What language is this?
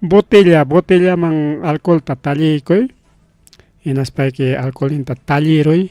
Ayacucho Quechua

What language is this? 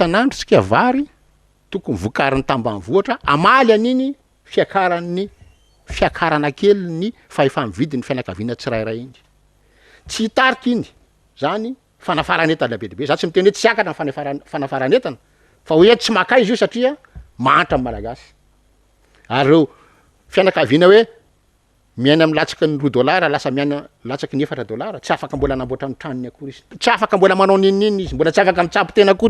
Malagasy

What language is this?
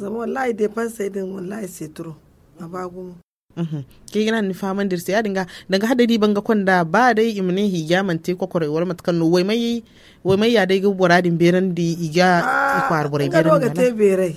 Zarma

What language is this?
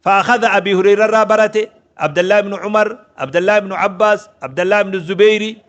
Oromo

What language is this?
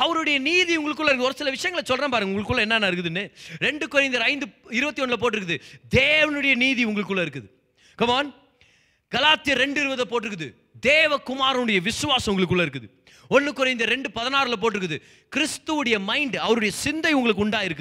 Tamil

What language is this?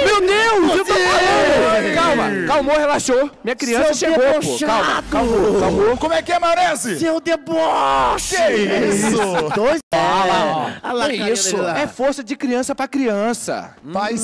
Portuguese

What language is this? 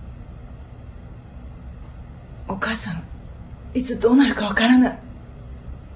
Japanese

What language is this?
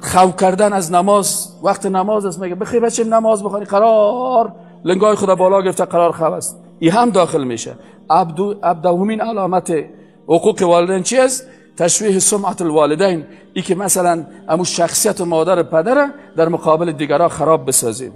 Persian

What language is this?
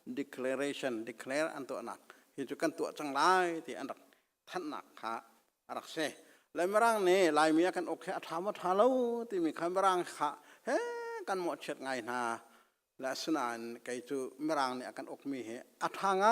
Hakha Chin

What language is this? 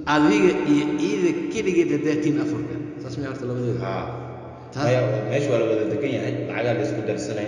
Somali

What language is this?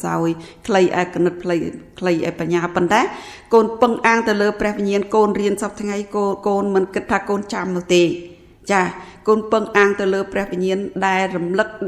Khmer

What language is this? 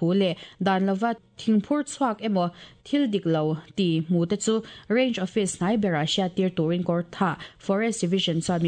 Mizo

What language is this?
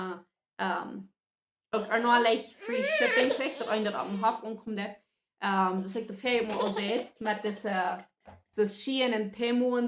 Plautdietsch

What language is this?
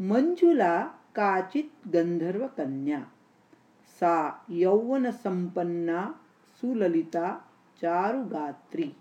Sanskrit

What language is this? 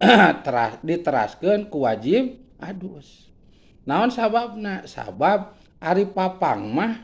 Sundanese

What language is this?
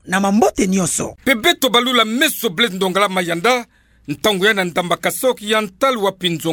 Kituba (Democratic Republic of Congo)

